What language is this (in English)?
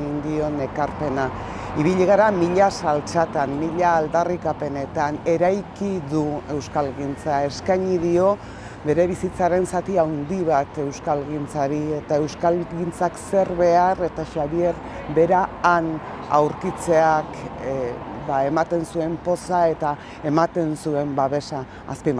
Basque